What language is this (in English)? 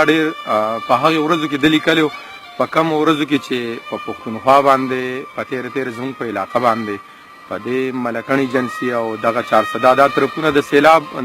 Pashto